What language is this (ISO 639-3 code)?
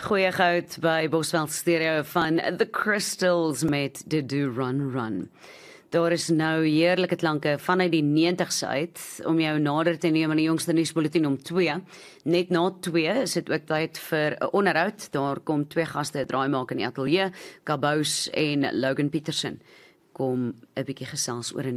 afr